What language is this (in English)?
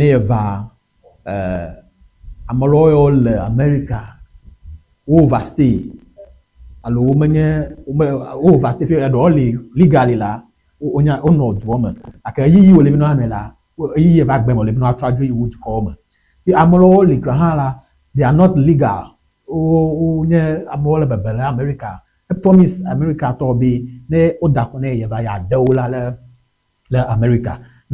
Ewe